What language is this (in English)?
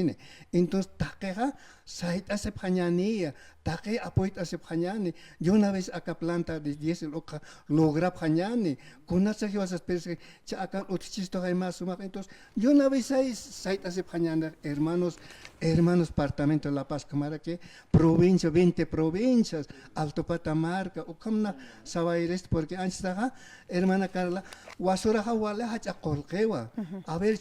Aymara